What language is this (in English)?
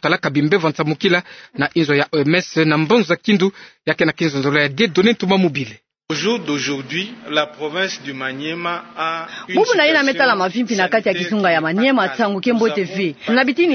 Kituba (Democratic Republic of Congo)